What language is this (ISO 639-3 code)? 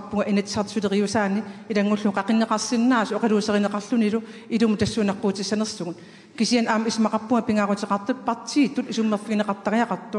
kal